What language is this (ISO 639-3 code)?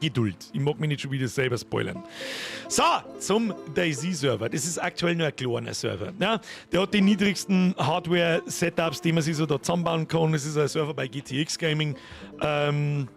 bar